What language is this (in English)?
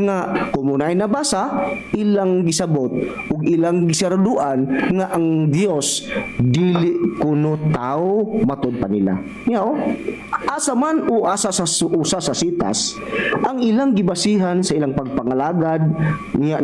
Cebuano